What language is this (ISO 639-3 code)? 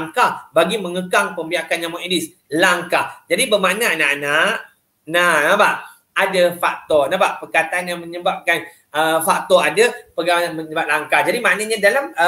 msa